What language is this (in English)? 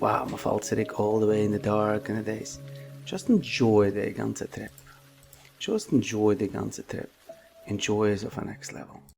Yiddish